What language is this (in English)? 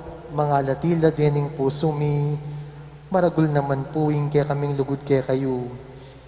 Pampanga